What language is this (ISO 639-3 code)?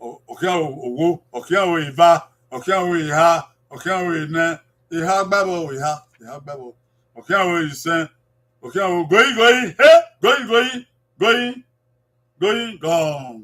bin